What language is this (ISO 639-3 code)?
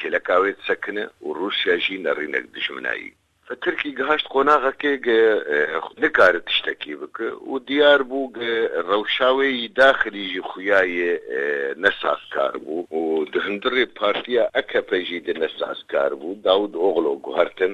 kur